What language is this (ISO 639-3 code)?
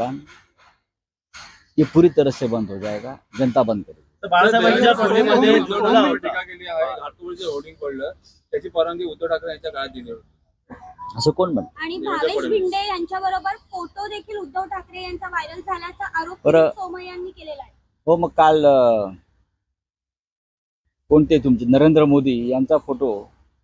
mar